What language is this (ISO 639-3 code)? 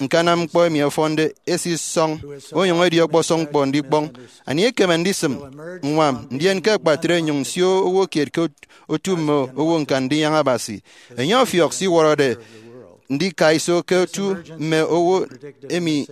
efi